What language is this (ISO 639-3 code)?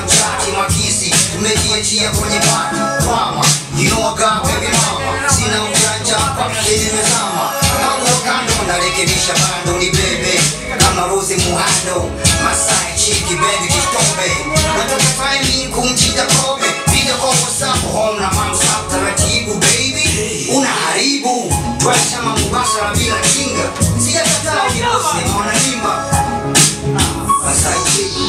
swa